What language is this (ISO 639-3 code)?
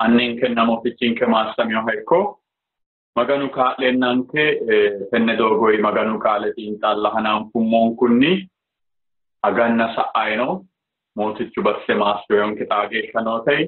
sid